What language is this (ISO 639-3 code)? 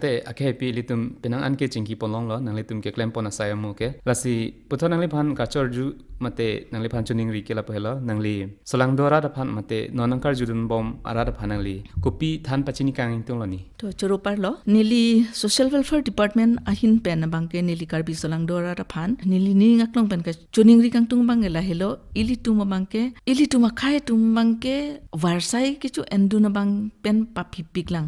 mjw